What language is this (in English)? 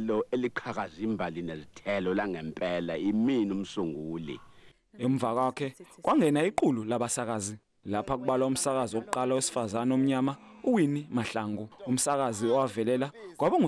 Zulu